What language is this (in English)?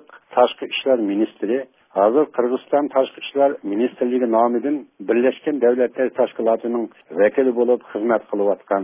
Uyghur